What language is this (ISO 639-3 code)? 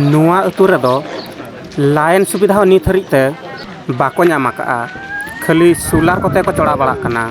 sat